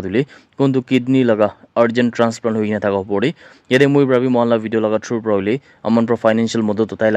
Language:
Naga Pidgin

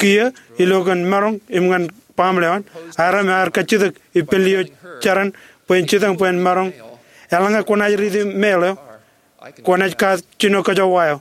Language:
Marshallese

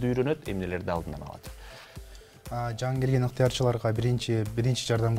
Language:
Kyrgyz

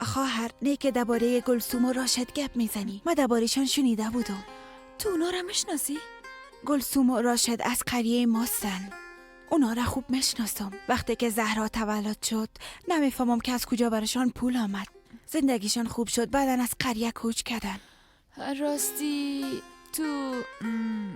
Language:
Persian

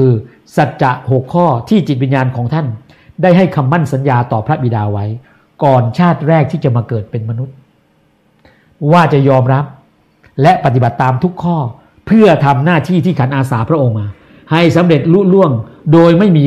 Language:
Thai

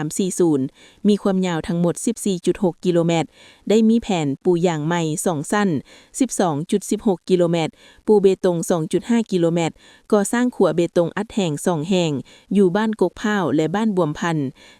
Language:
Lao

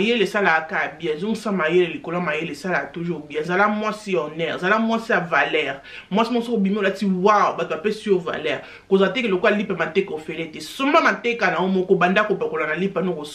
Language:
Lingala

